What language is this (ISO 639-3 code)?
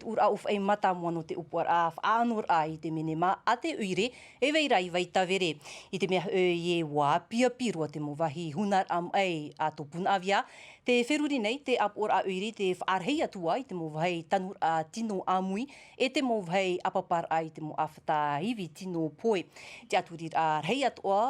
tah